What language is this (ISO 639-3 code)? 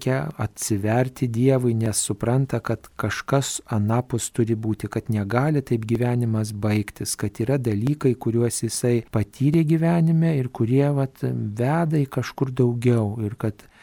lit